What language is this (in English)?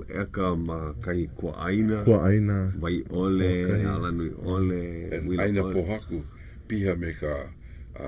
Hawaiian